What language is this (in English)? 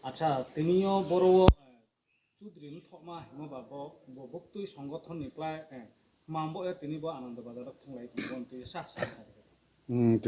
Riang (India)